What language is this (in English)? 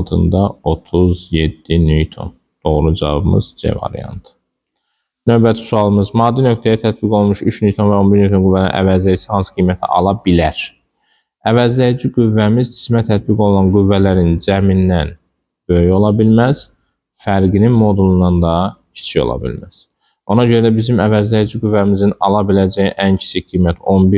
Azerbaijani